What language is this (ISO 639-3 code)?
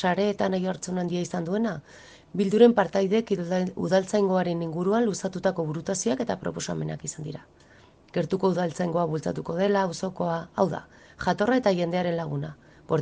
eus